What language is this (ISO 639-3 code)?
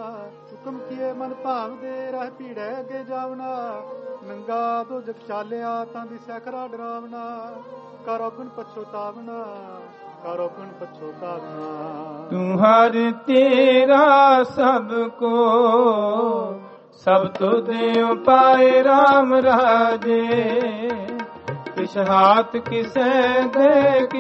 pan